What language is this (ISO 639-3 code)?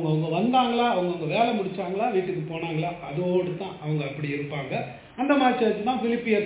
tam